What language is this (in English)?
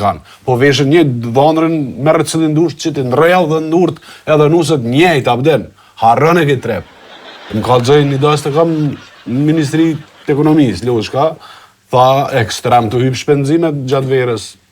Albanian